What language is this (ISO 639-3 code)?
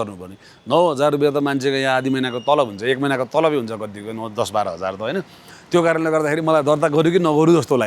nep